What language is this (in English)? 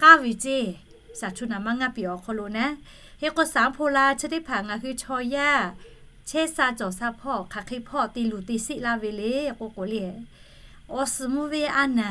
Lahu